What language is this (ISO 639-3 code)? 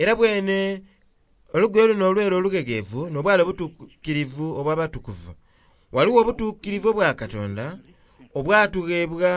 xog